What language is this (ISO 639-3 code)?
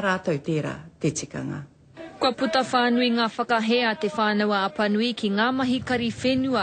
mri